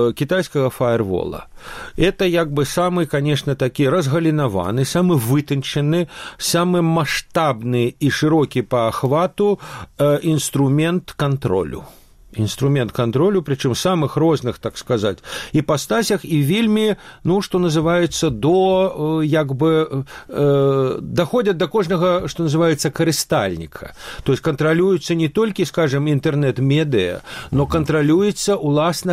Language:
Belarusian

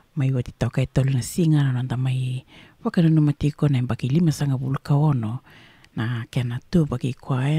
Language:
Fijian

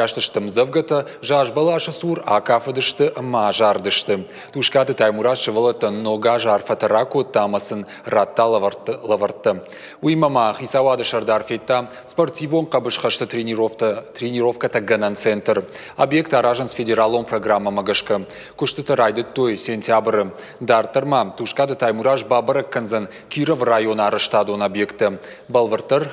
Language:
Ossetic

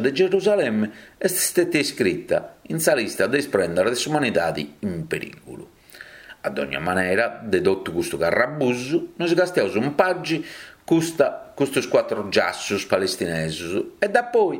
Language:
Sardinian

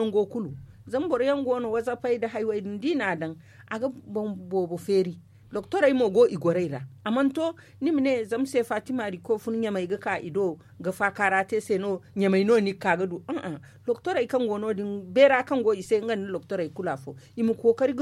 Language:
Zarma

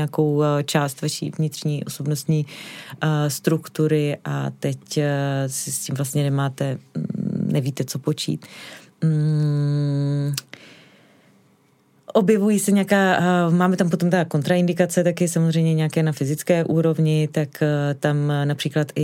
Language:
Czech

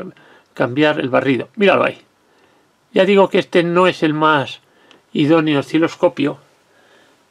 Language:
Spanish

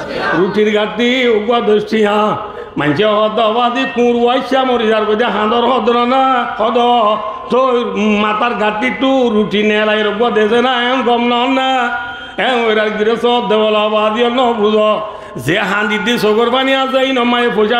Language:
Rohingya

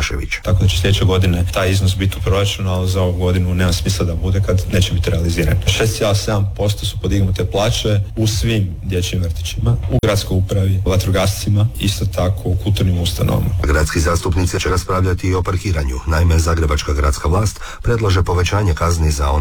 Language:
Croatian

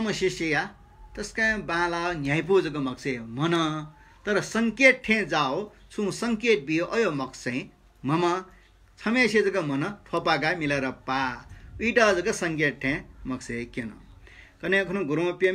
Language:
Newari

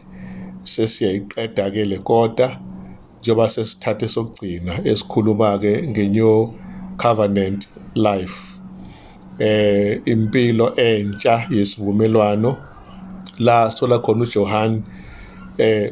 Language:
Zulu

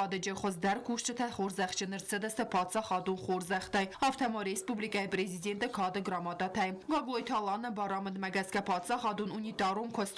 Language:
Ossetic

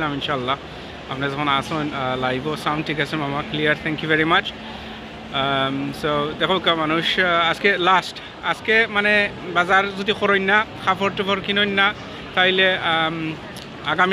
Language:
Sylheti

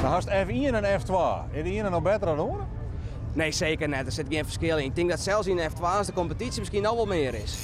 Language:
Western Frisian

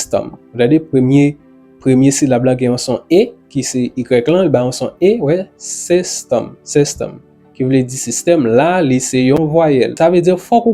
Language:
Haitian Creole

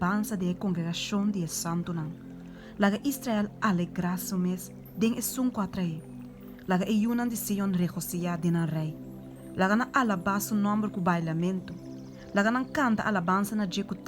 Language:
Papiamento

